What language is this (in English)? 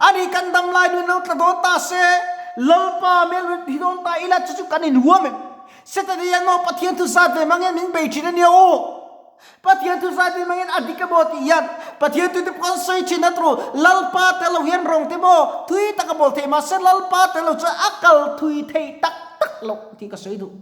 Mizo